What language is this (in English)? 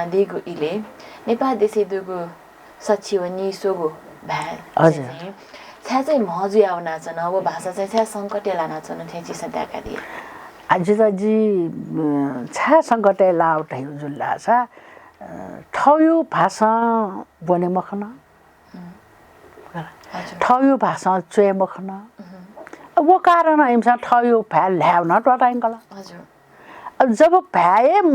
Newari